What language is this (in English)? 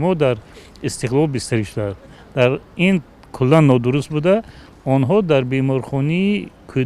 Tajik